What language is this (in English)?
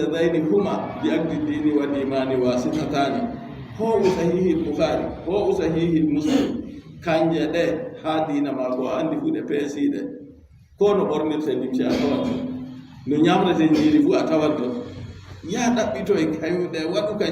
Fula